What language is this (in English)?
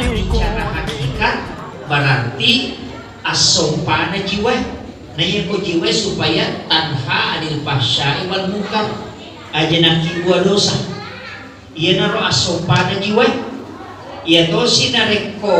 Buginese